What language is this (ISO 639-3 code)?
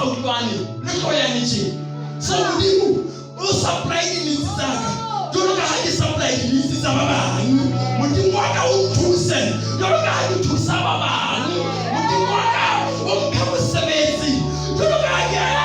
sot